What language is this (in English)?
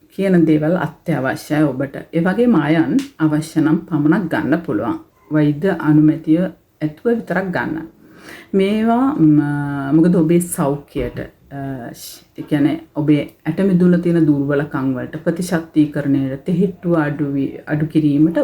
Sinhala